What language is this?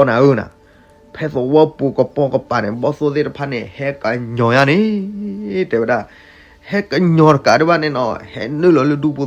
S'gaw Karen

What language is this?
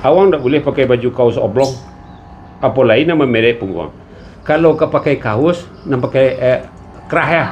Minangkabau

